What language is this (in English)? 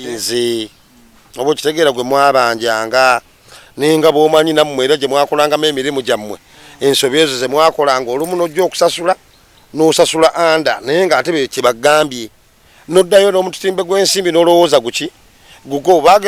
Ganda